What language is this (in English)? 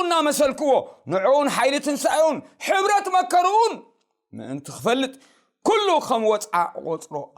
Tigrinya